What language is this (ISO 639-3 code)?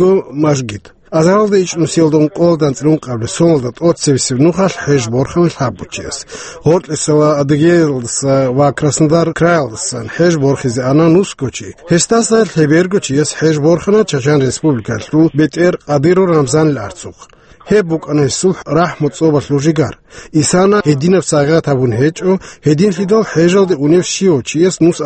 ava